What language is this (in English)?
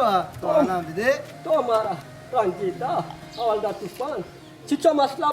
Baluchi